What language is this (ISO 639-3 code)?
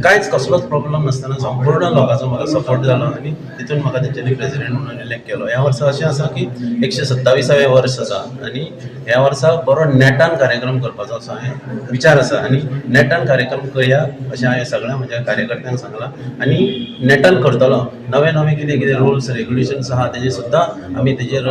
kok